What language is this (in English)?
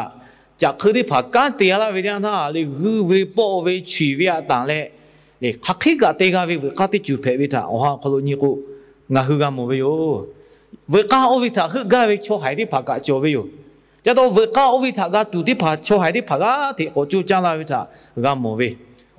Lahu